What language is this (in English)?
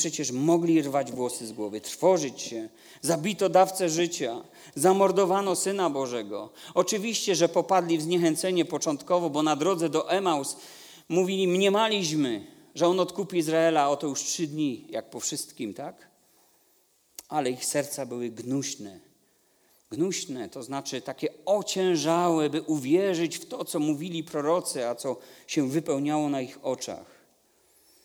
Polish